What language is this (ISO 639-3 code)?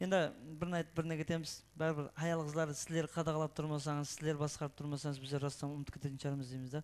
kaa